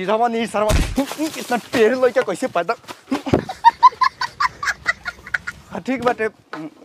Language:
Bhojpuri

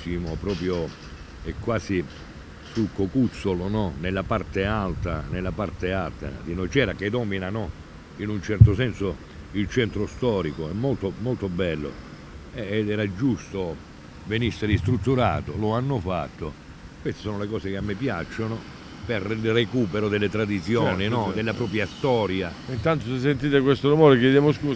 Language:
Italian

